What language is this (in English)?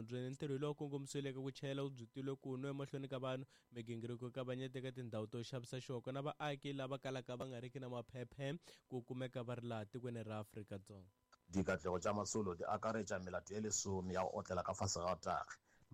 Tsonga